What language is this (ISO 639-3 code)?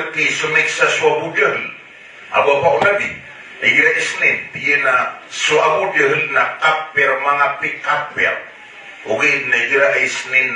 mrw